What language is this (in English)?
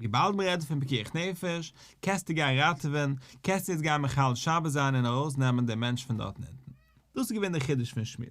Yiddish